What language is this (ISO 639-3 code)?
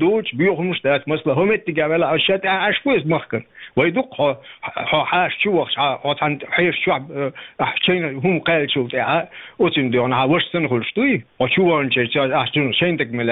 che